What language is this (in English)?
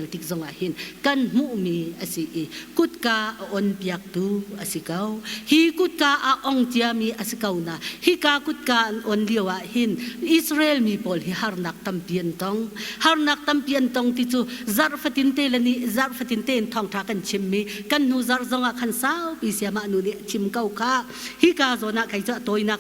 Hakha Chin